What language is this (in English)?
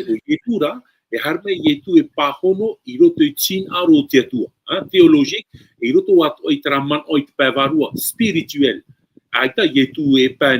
Tahitian